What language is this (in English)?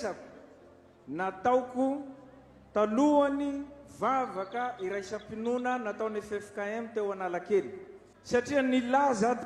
Malagasy